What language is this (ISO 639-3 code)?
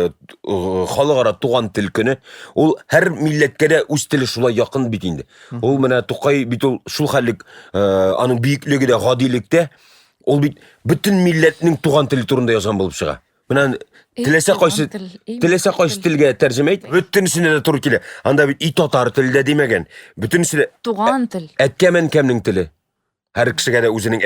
tat